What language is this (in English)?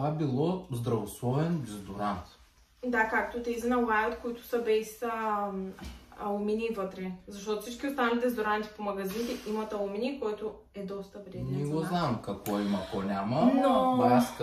Bulgarian